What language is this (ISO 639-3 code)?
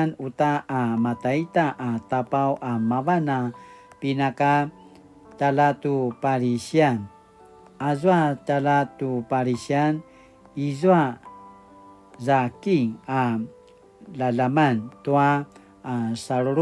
pwn